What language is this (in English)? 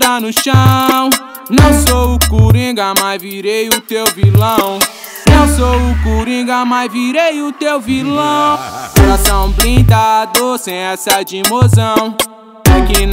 Portuguese